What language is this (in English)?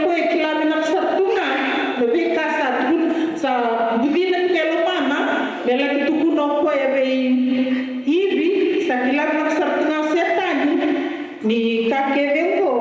Fijian